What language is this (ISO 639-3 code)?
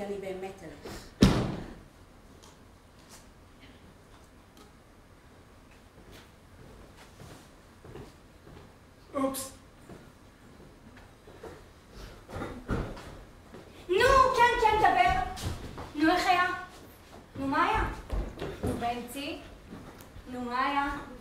heb